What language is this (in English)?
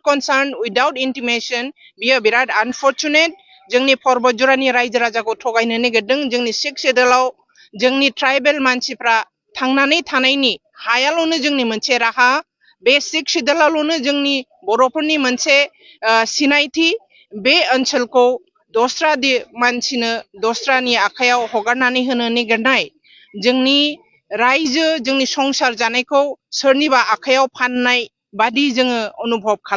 Bodo